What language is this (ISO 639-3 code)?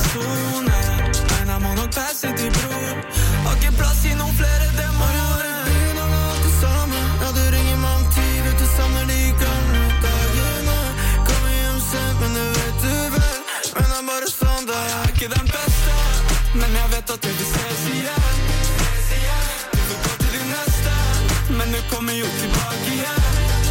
nor